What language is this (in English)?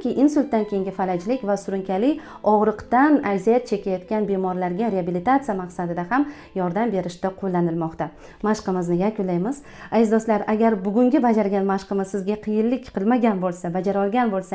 Uzbek